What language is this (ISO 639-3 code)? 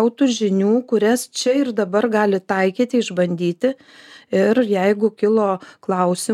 lit